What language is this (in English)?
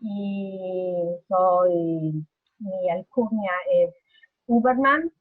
Ladino